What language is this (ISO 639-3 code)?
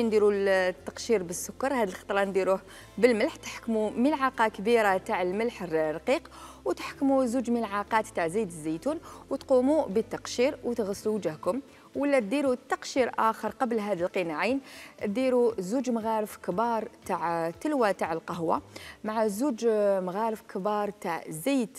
arq